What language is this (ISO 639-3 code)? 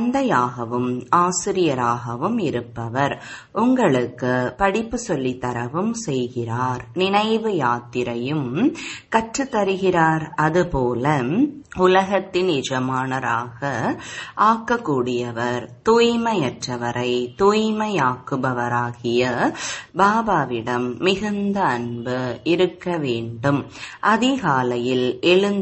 tam